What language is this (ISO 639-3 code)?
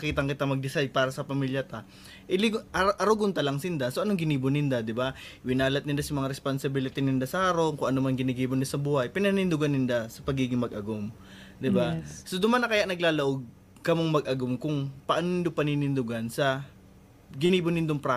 bik